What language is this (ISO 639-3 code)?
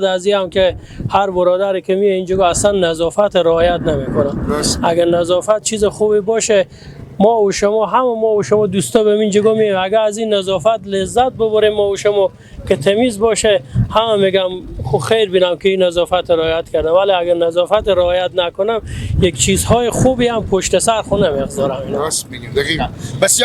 fas